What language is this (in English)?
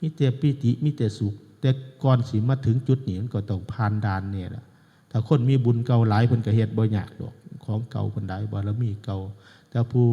Northeastern Thai